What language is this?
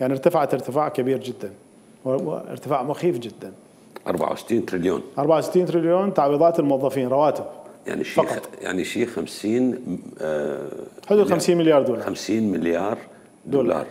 Mesopotamian Arabic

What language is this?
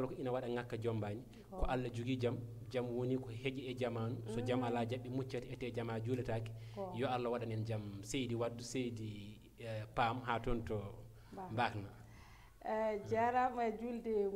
Fula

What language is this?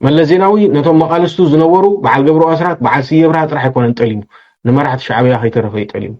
Tigrinya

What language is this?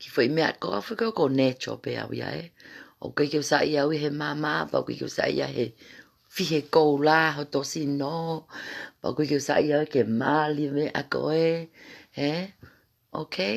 Tongan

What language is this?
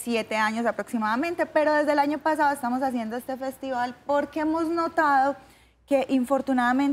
Spanish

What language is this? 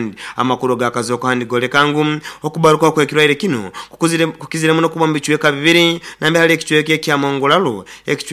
Nyoro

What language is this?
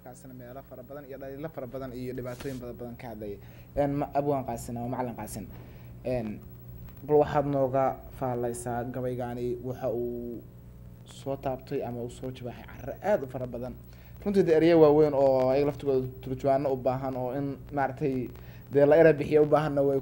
Somali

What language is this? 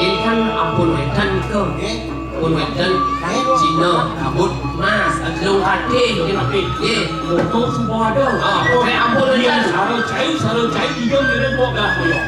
Balinese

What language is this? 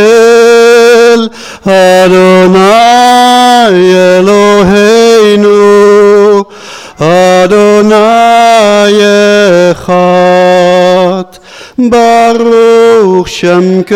Breton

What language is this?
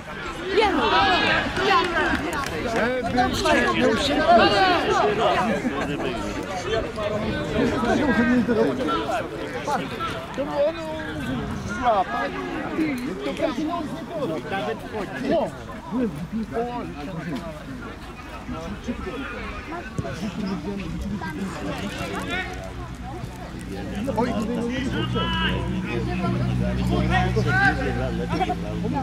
Polish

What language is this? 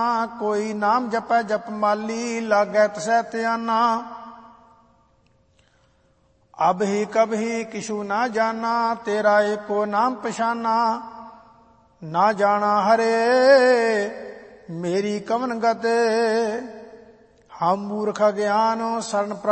Punjabi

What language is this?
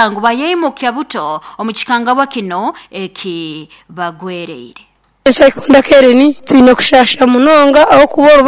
Nyoro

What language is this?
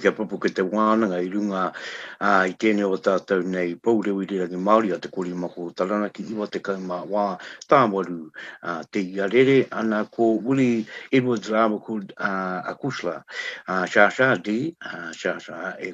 Māori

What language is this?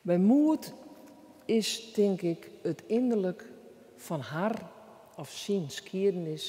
Western Frisian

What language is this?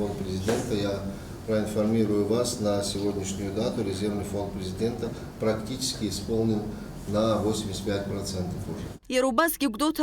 Abkhazian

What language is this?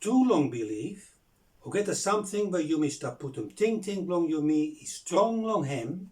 Bislama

